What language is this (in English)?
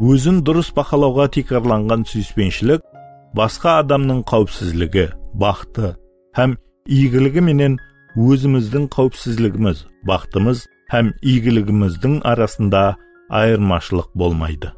Kara-Kalpak